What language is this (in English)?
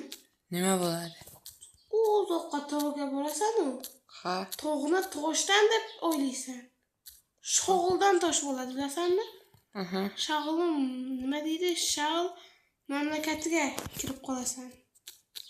Uzbek